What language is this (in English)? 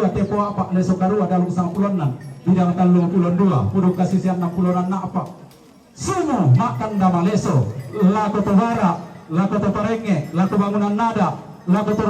Toraja-Sa'dan